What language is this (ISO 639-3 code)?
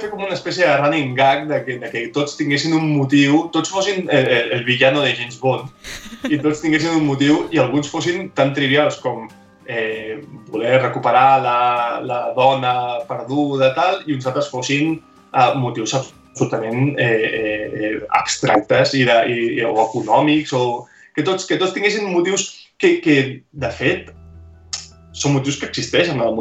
cat